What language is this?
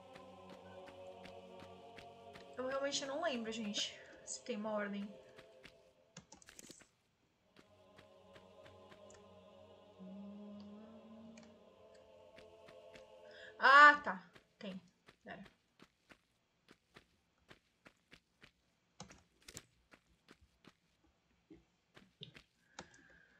Portuguese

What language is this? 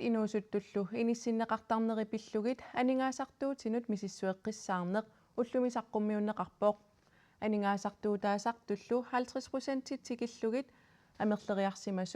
Kalaallisut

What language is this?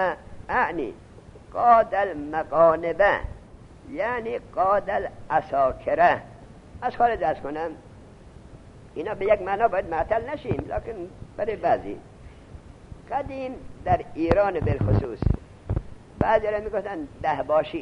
Persian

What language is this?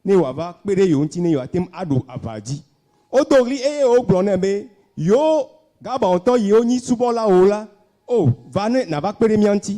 Ewe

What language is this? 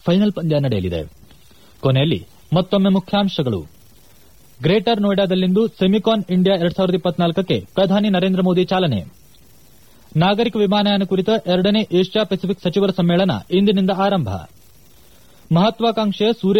Kannada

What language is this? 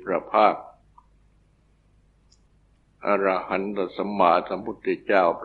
Thai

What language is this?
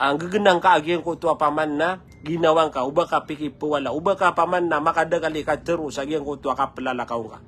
Maranao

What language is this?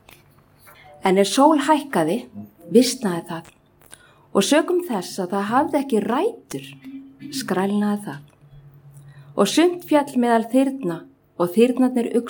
Icelandic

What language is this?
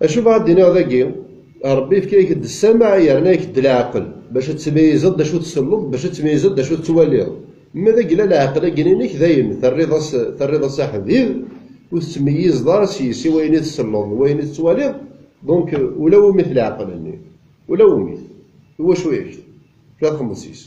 Kabyle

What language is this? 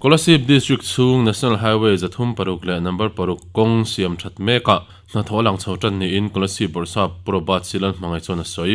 Mizo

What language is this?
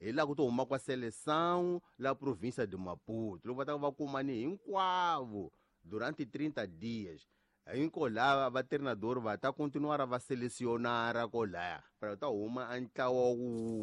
Tsonga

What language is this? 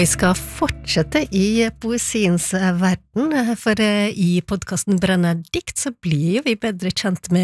Norwegian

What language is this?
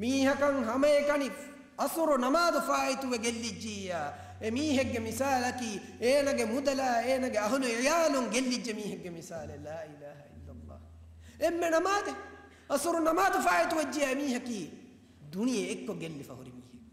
Divehi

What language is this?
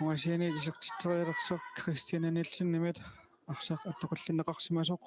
Kalaallisut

